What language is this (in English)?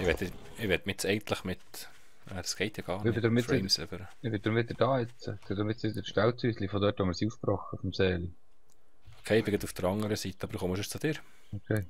Swiss German